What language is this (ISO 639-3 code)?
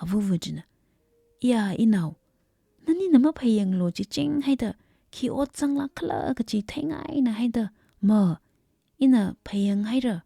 nmf